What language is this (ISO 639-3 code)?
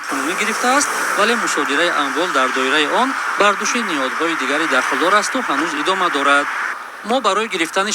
tgk